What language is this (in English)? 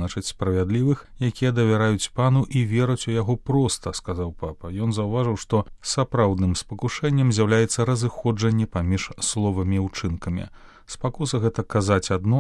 Belarusian